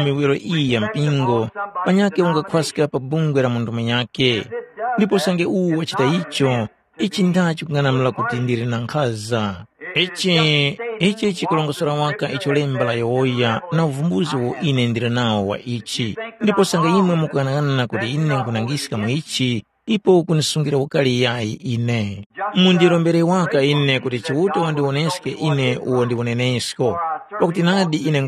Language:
Tumbuka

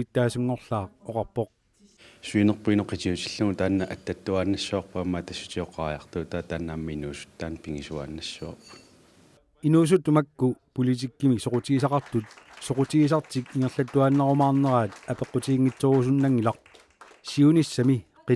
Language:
Kalaallisut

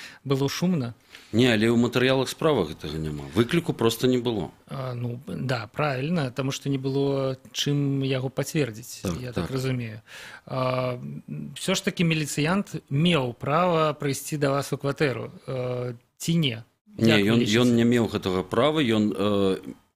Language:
Belarusian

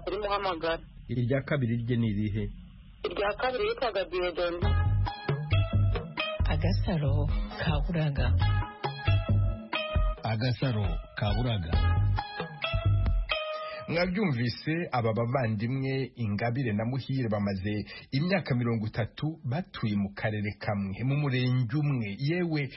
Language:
Kinyarwanda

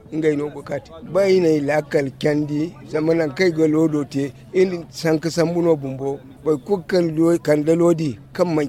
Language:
Zarma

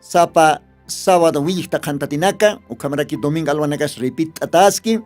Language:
Aymara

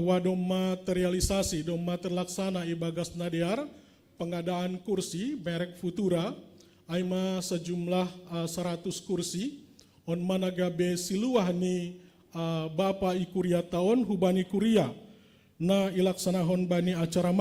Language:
Batak Simalungun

